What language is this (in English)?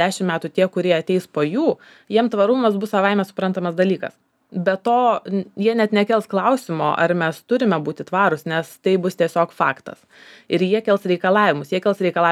Lithuanian